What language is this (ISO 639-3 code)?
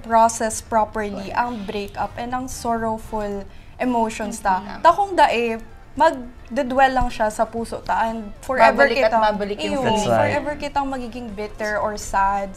bik